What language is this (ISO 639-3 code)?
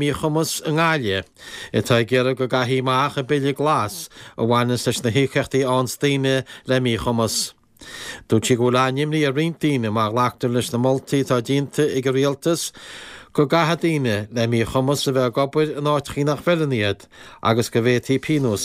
gle